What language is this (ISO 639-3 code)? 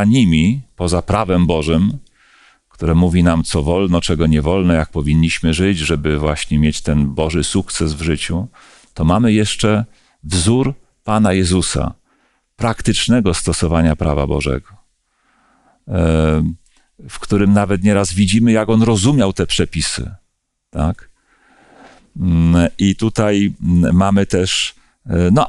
pol